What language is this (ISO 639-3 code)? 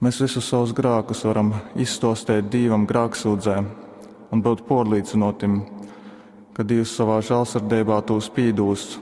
ltg